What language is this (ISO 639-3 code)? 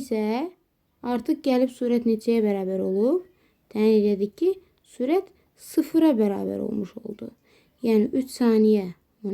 aze